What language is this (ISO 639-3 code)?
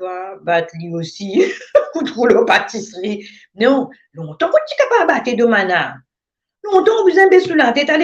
mfe